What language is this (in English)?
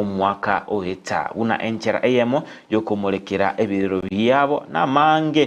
Gusii